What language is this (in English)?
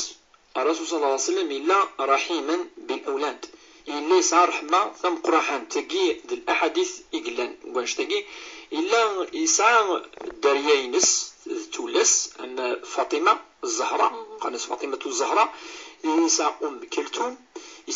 Kabyle